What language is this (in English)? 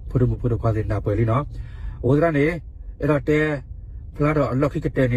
S'gaw Karen